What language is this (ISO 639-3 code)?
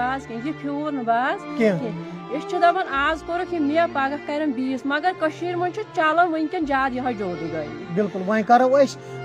kas